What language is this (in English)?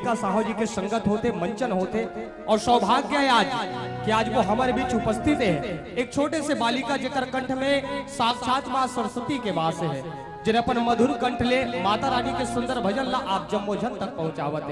Chhattisgarhi